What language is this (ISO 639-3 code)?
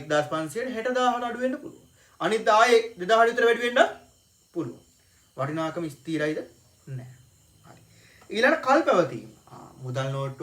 sin